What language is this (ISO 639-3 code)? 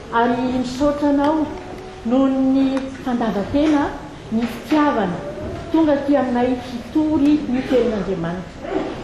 mlg